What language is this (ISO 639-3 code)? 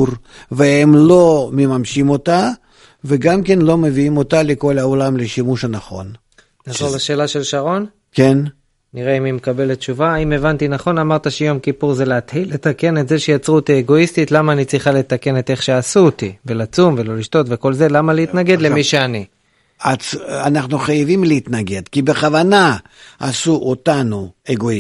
heb